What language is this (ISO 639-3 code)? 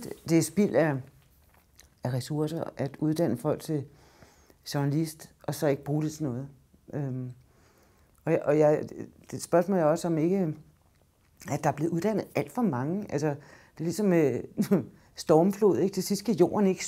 dan